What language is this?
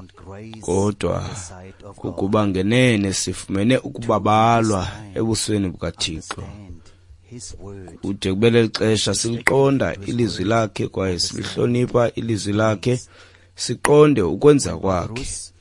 Xhosa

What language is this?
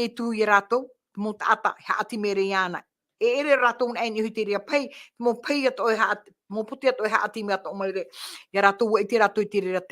Tahitian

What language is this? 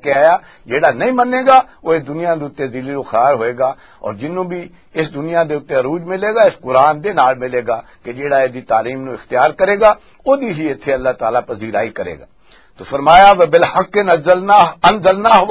Western Panjabi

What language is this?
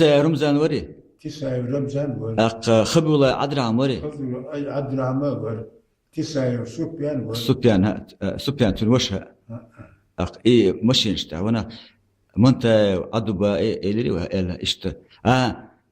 Chechen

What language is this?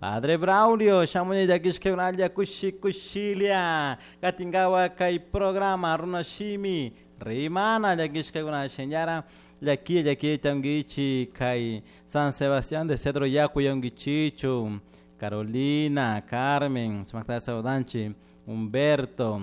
Chimborazo Highland Quichua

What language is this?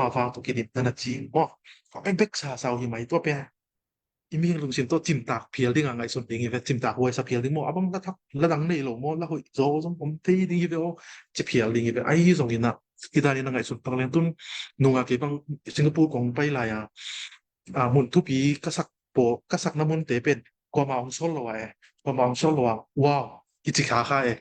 Tedim Chin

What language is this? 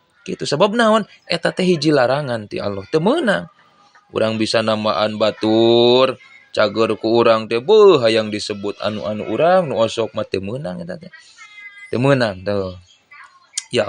Sundanese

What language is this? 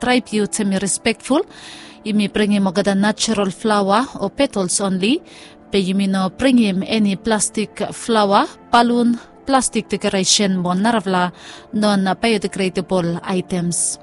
Bislama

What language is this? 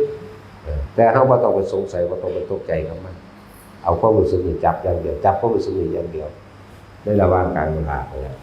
Northeastern Thai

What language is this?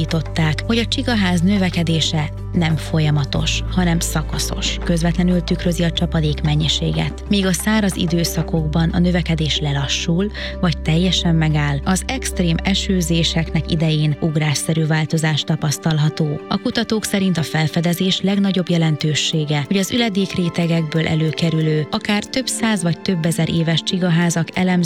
Hungarian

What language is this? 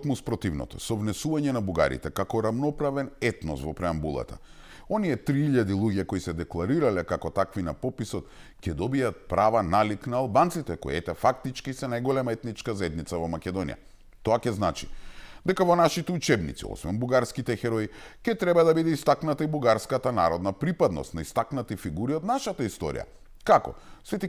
Macedonian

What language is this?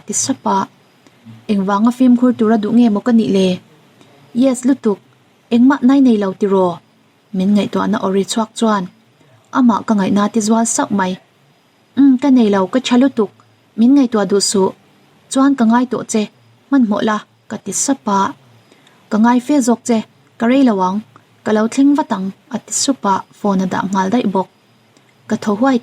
Mizo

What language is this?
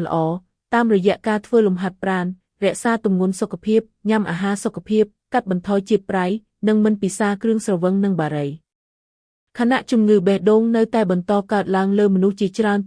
Khmer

